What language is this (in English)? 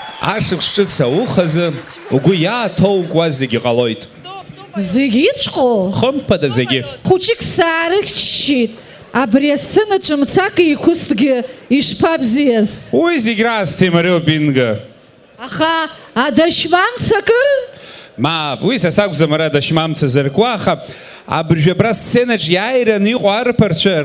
Abkhazian